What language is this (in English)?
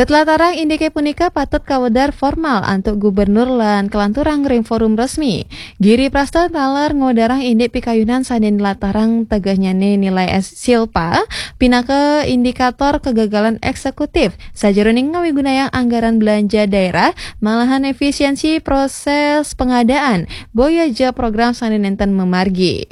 Balinese